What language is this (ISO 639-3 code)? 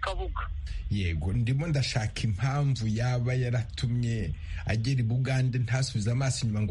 kin